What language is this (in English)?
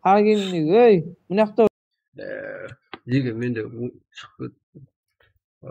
Kara-Kalpak